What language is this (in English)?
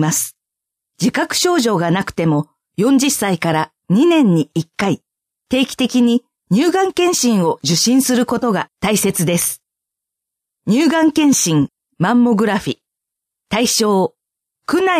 Japanese